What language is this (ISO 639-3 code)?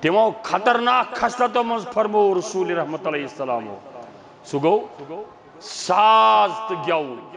kas